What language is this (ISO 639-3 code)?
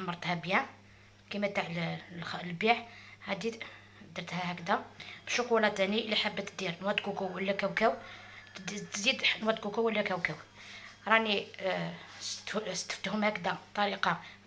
arq